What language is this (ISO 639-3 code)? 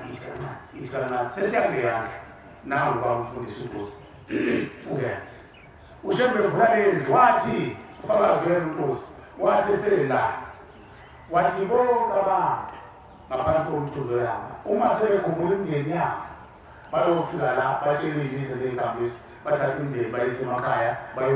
zul